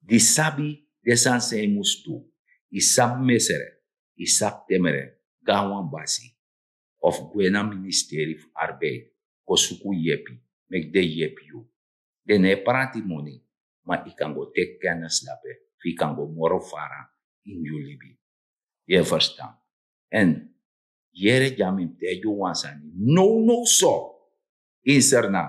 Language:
Sranan Tongo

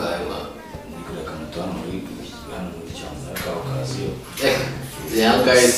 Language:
Kinyarwanda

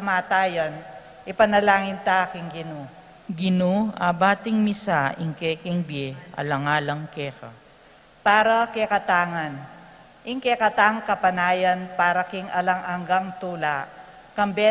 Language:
Pampanga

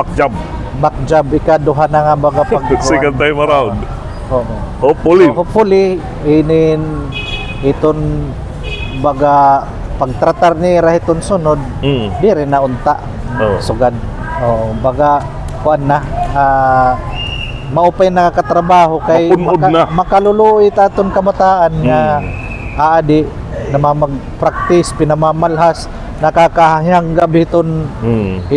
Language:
Waray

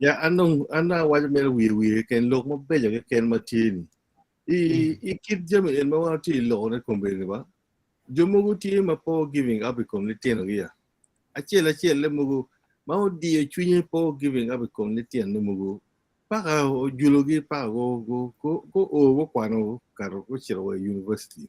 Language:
Acoli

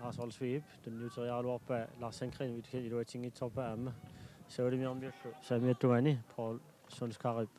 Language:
Kalaallisut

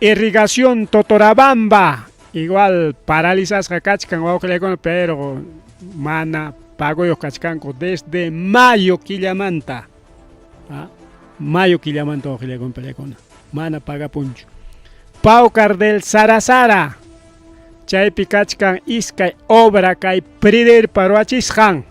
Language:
Ayacucho Quechua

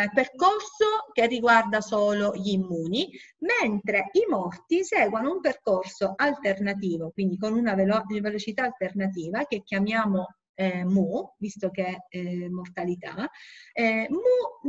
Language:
Italian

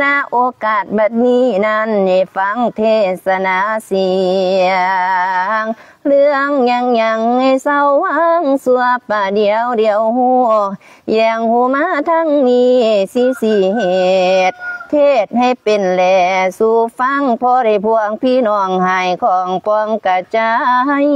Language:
Lao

